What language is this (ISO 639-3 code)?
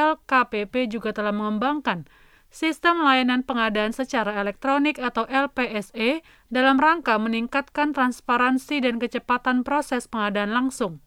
ind